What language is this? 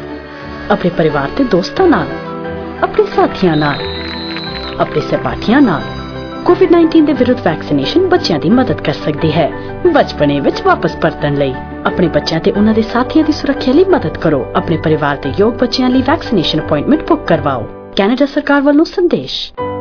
Punjabi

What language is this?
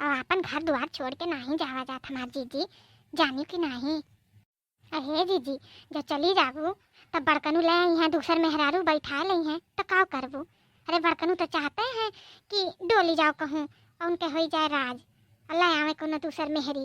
Awadhi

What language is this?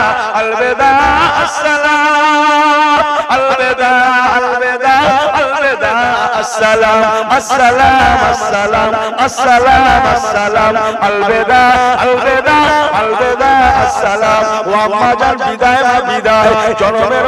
Bangla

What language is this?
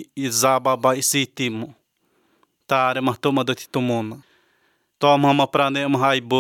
Latvian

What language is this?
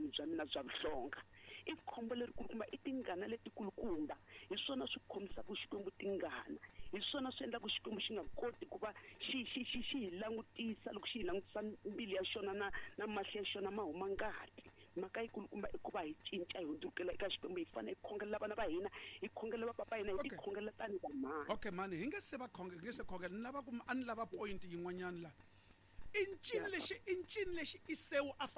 Tsonga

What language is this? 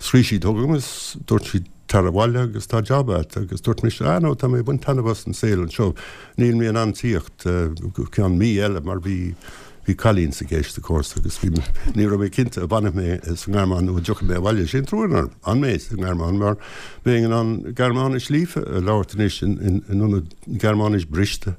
Irish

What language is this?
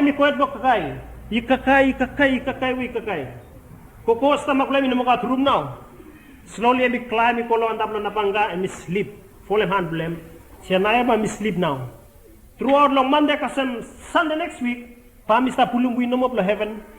Bislama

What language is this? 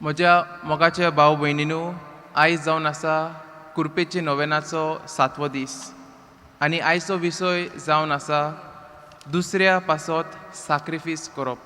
Konkani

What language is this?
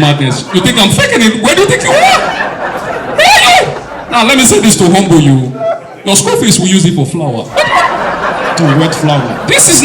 Nigerian Pidgin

